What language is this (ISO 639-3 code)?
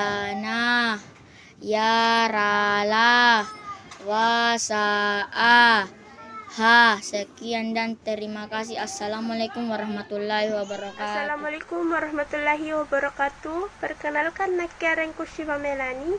mak